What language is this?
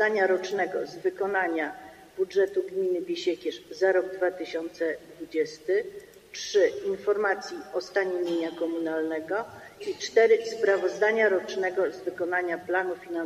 Polish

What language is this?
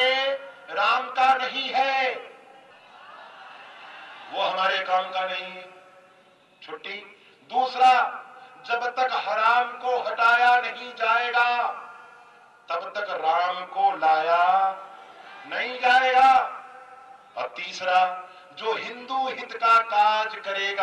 Hindi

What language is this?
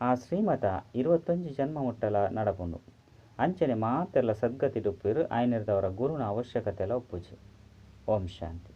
Tulu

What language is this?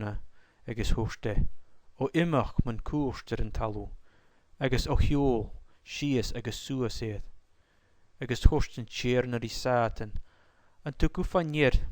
Scottish Gaelic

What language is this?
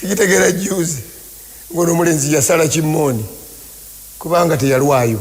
Ganda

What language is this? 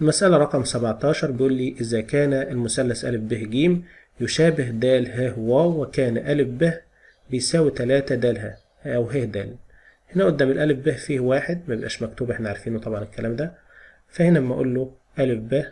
Egyptian Arabic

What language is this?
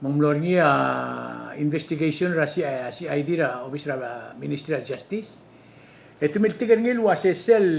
Palauan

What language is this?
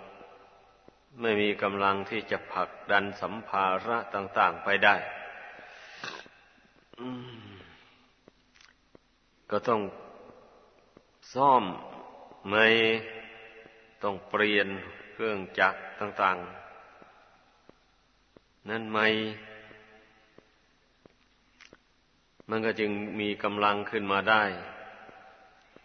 Thai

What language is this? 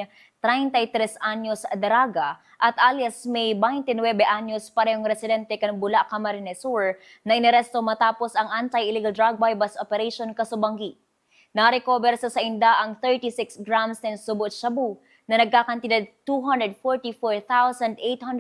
Bikol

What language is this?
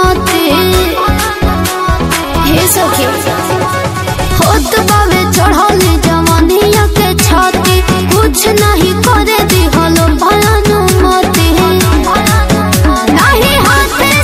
Bhojpuri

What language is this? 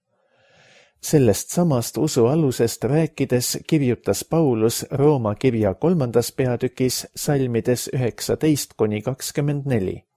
Estonian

